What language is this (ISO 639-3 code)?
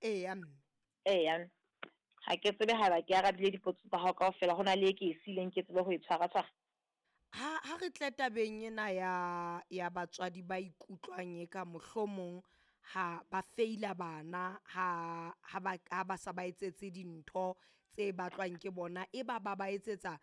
sot